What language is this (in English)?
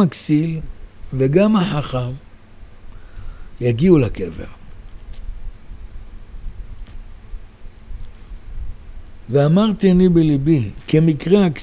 Hebrew